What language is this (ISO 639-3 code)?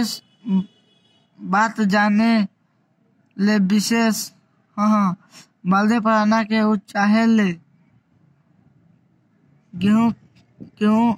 bho